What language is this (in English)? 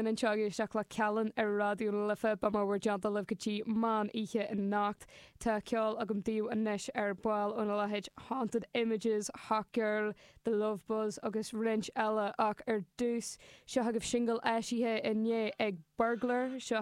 Irish